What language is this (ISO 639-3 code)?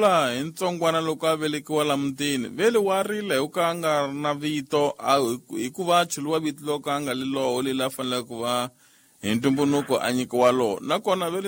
tso